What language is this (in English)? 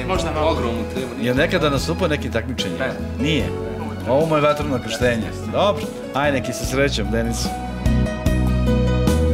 Serbian